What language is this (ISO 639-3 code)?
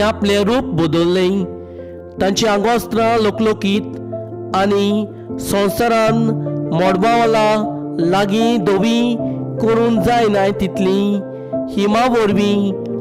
kok